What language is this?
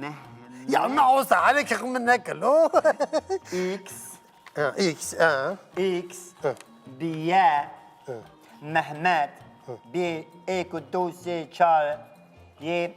Kurdish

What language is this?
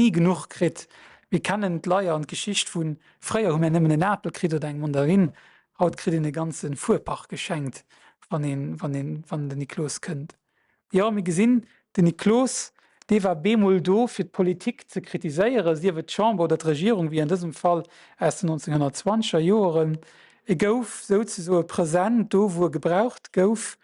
Luxembourgish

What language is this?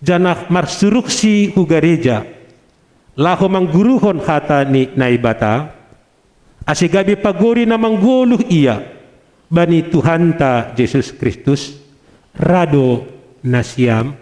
Batak Simalungun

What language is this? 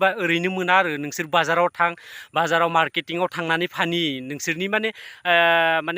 Bodo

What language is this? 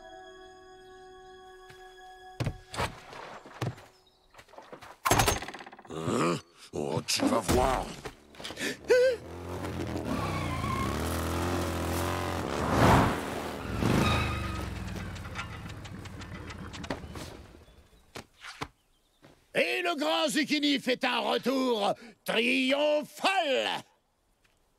French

